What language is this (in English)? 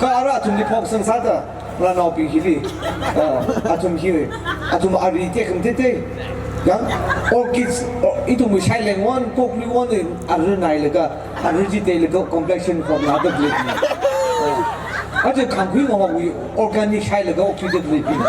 Tangkhul Naga (India)